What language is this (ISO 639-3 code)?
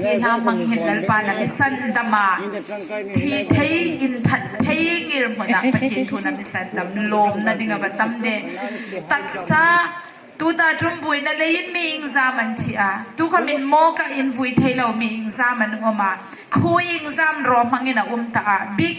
hmr